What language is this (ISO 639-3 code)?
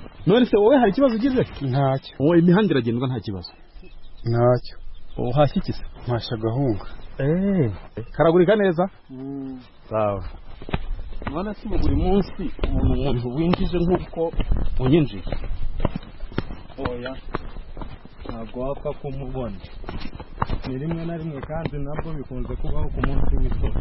kin